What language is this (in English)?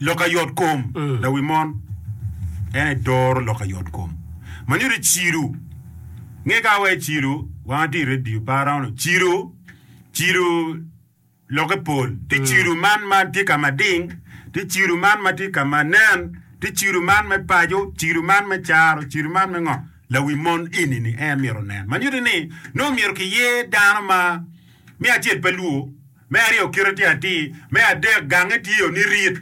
Acoli